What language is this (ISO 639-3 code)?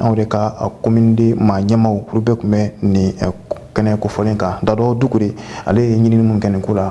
bam